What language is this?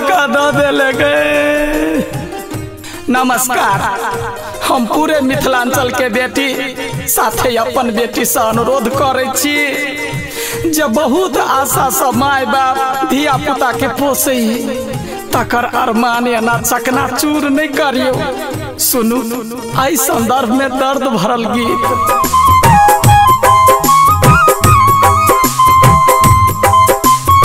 Maithili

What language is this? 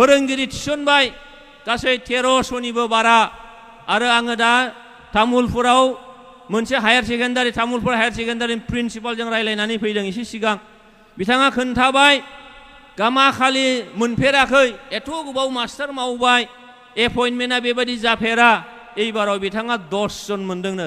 Bodo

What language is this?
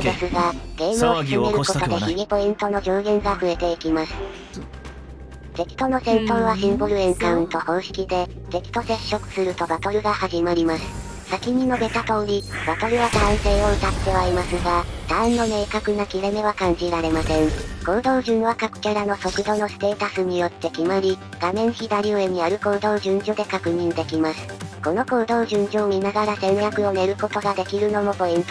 Japanese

